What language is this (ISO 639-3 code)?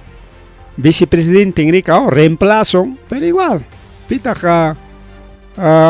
quy